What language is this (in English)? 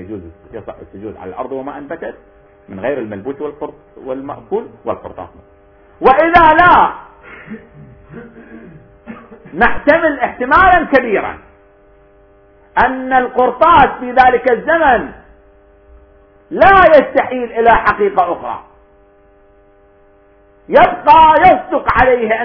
Arabic